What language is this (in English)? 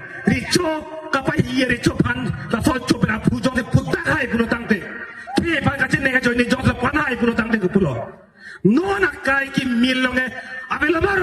Karbi